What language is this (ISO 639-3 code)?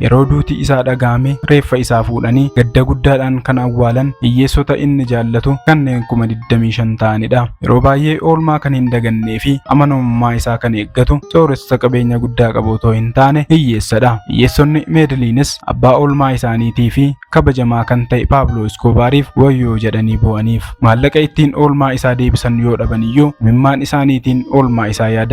orm